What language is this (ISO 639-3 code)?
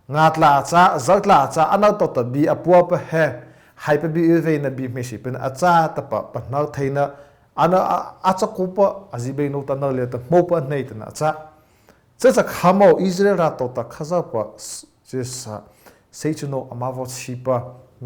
mrh